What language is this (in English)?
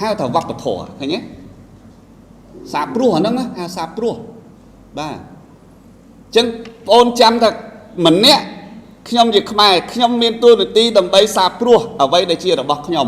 Khmer